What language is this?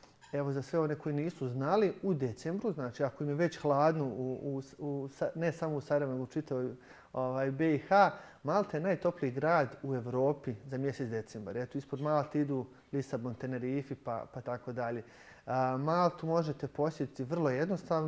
Bosnian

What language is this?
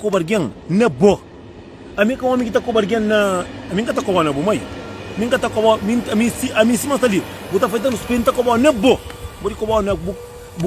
Kabuverdianu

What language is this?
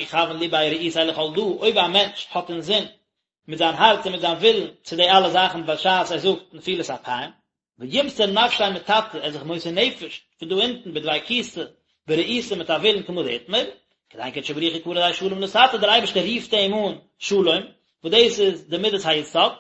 Yiddish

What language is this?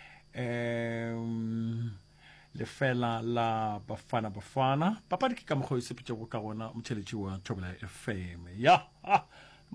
Northern Sotho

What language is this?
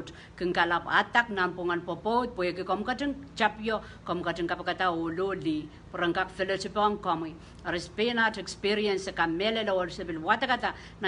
Pohnpeian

